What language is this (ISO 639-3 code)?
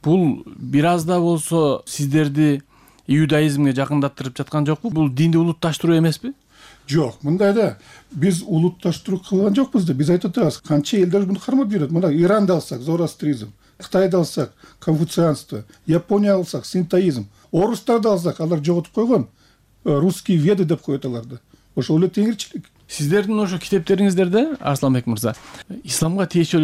kir